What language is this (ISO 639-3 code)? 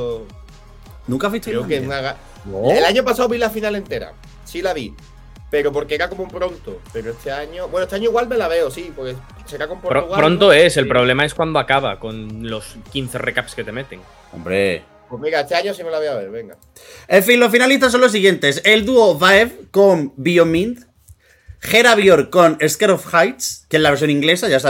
spa